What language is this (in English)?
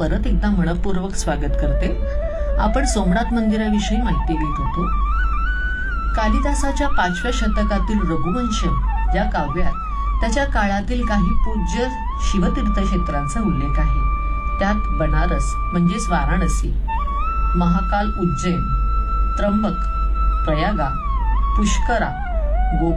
Marathi